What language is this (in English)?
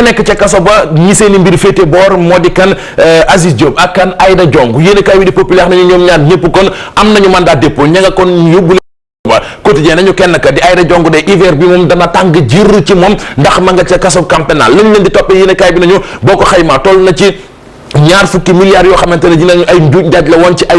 Wolof